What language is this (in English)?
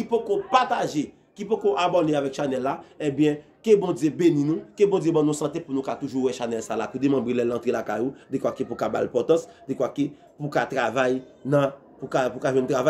Haitian Creole